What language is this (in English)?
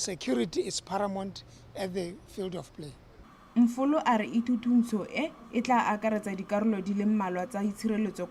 Tswana